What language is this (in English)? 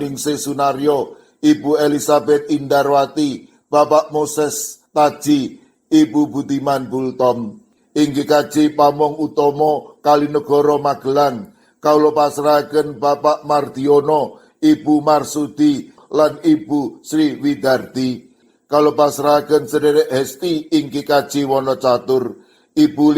Javanese